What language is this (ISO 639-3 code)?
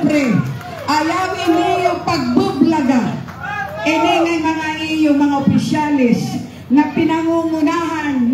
war